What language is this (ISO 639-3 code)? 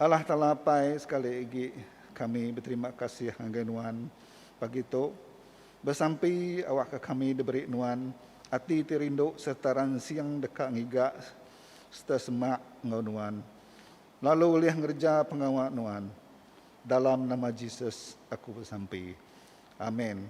iba